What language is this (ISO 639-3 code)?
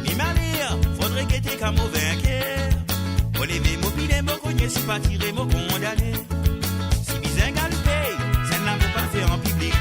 mfe